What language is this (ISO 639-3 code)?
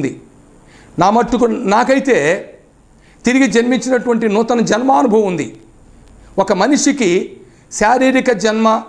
tel